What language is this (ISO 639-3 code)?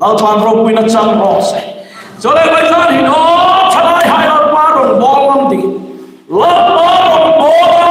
hmr